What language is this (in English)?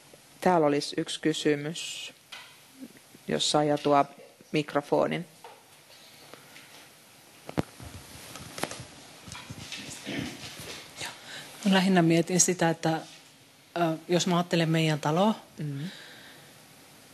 Finnish